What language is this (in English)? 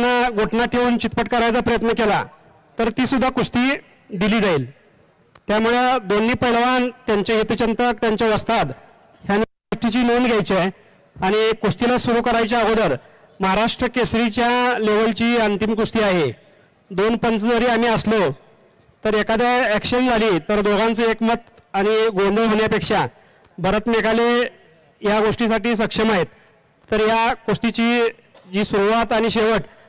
Marathi